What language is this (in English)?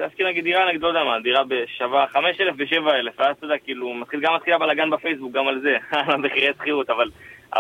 Hebrew